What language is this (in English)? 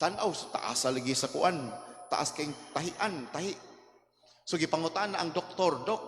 Cebuano